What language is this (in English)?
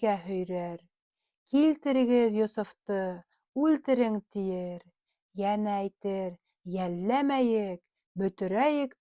Bashkir